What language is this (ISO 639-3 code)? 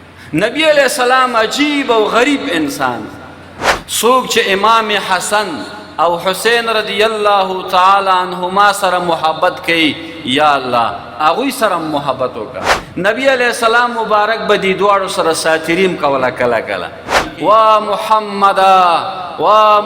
pus